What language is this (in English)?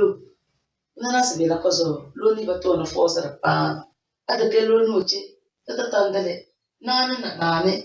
Tem